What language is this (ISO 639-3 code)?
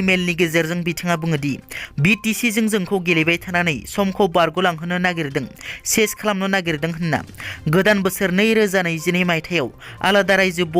brx